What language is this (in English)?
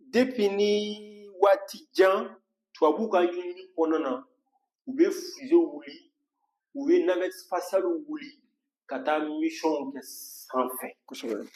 Bambara